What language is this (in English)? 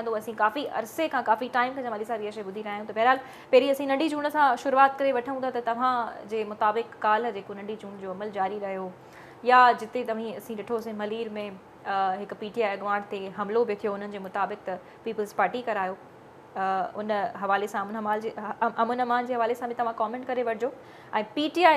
Sindhi